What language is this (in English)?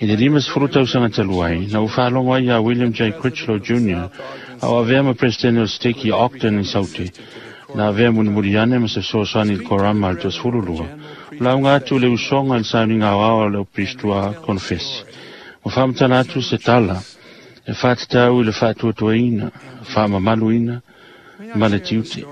Samoan